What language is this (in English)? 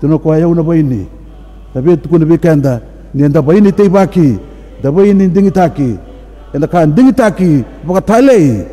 Fijian